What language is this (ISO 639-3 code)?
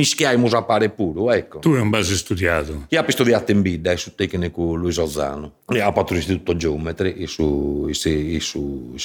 srd